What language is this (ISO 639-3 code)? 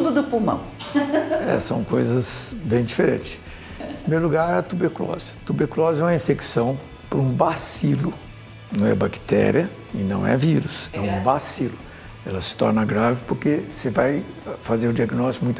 por